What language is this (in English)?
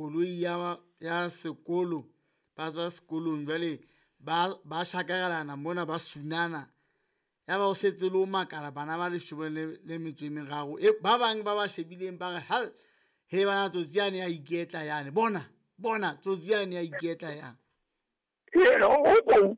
Southern Sotho